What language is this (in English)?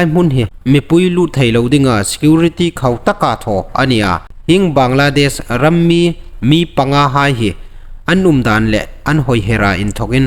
Hmar